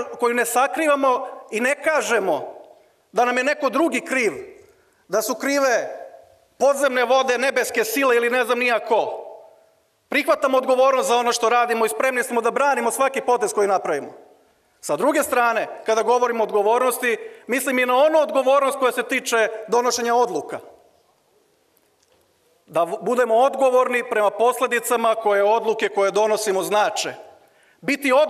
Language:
Serbian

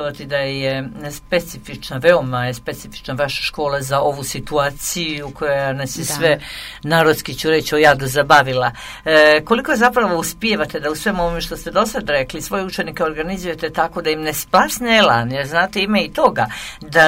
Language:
Serbian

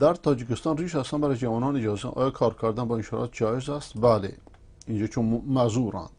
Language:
Persian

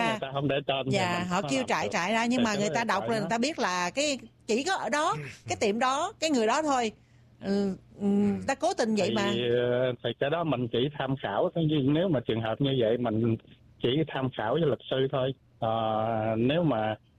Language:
Vietnamese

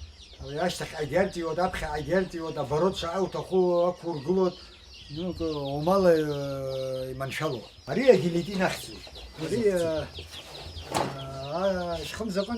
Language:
Abkhazian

